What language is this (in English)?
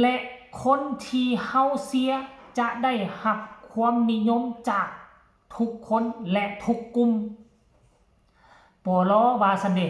Lao